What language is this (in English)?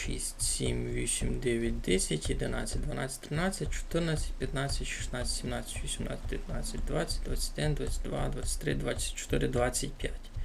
Rusyn